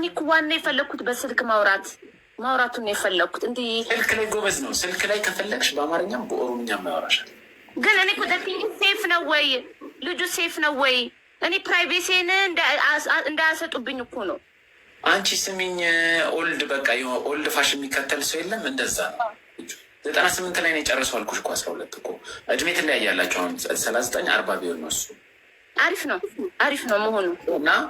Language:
Amharic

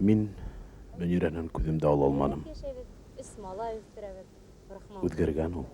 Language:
Bashkir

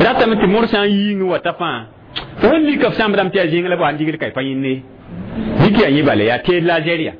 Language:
Mossi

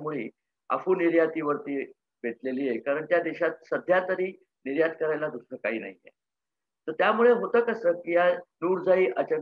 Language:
Marathi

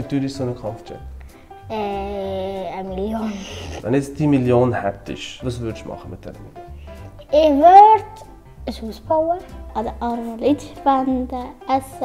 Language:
Swiss German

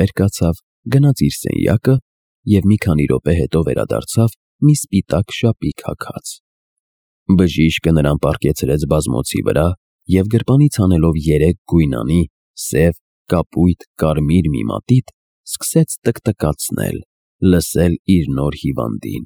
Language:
Armenian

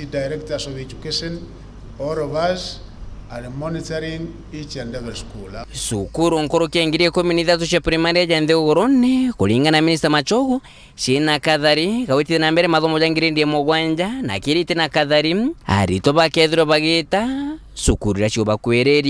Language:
Meru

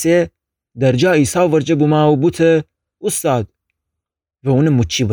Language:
Gilaki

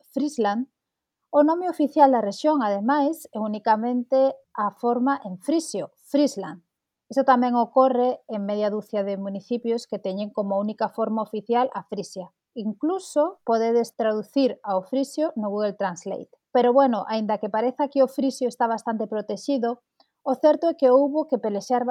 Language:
Galician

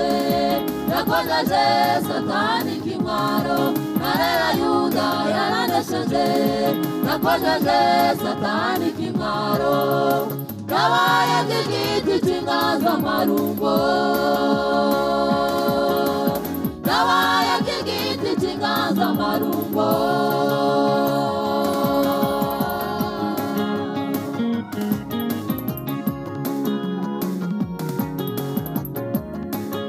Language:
Kinyarwanda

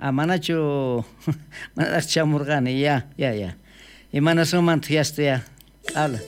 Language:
South Bolivian Quechua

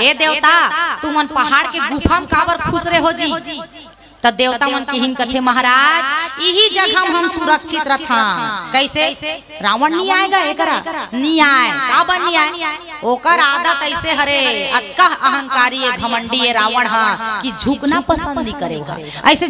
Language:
Chhattisgarhi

